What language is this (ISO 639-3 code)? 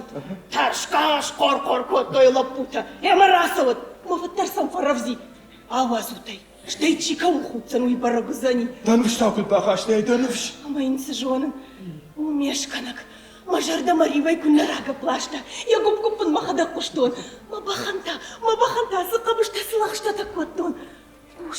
oss